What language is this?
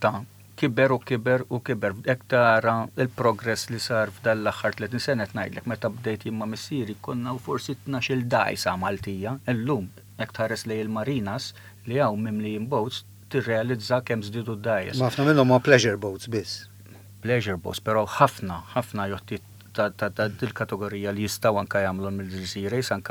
Maltese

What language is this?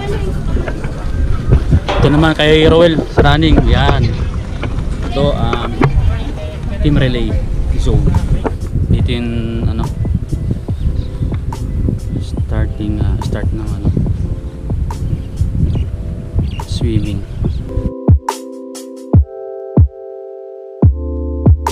Filipino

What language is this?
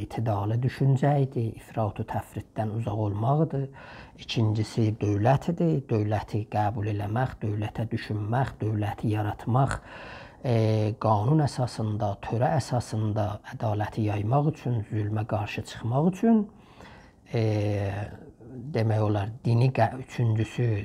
South Azerbaijani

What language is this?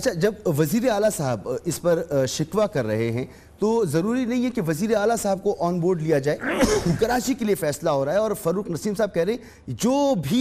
Urdu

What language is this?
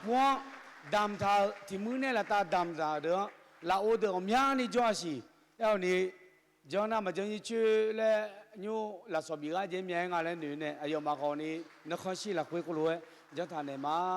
Akha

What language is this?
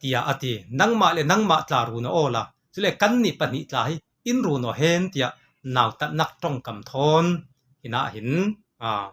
Falam Chin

